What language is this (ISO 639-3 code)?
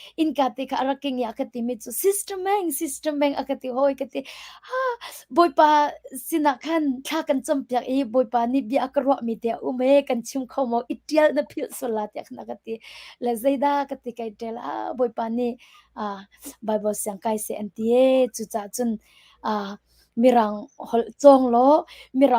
cnh